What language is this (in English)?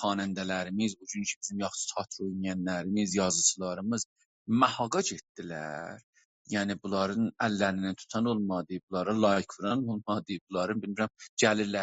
South Azerbaijani